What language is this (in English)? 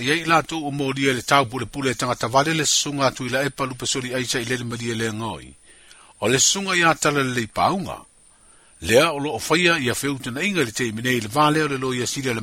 Samoan